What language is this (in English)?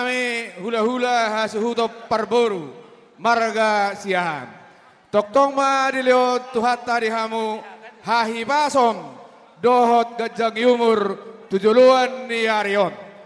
Batak Toba